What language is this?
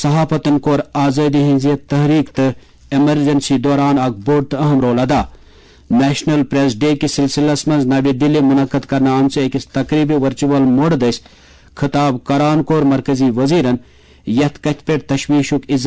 Kashmiri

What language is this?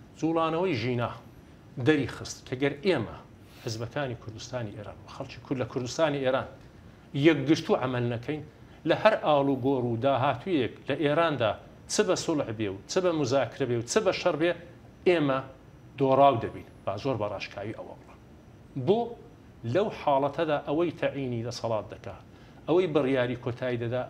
Central Kurdish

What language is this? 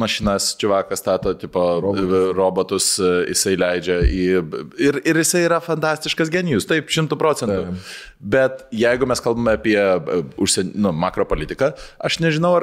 Lithuanian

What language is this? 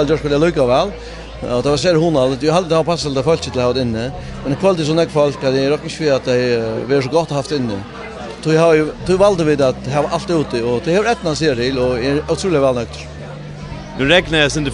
Faroese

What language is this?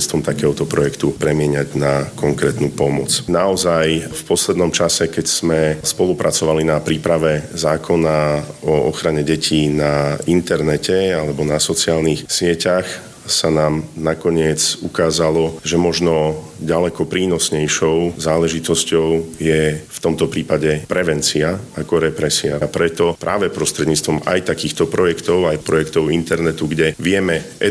Slovak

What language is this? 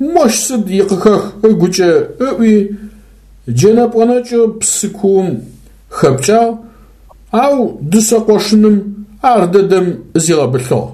Adyghe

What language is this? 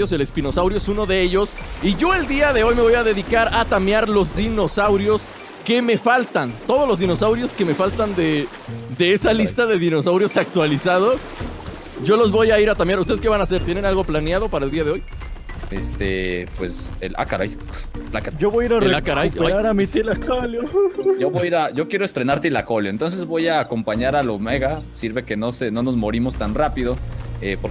Spanish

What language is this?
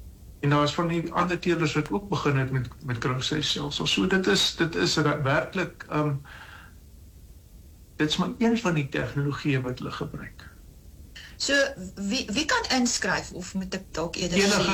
Afrikaans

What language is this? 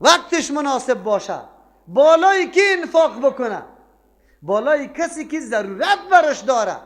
Persian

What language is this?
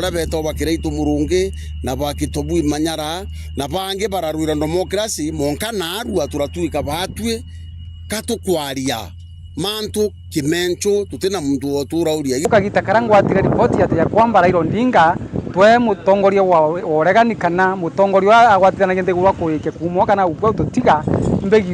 Meru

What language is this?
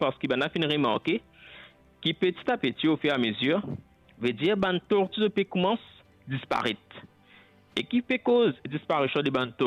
Morisyen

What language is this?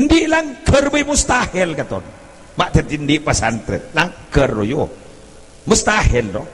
Madurese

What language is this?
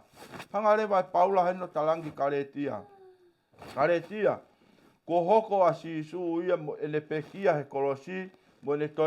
Tongan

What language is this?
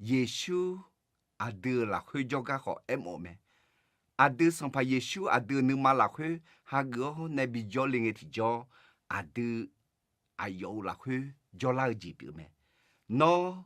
Akha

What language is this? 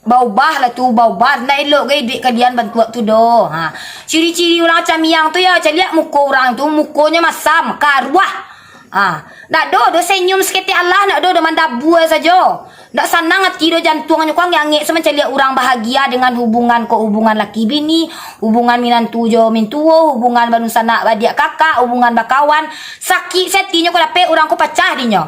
Minangkabau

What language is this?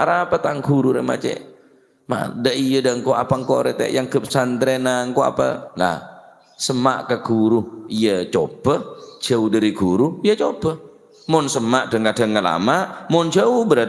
Madurese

